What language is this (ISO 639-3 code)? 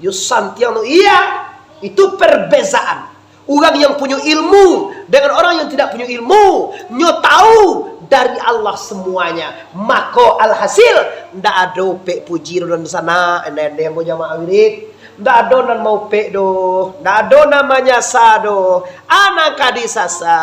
min